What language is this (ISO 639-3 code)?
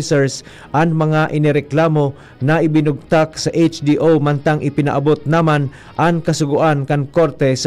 bik